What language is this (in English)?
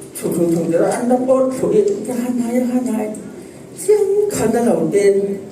Falam Chin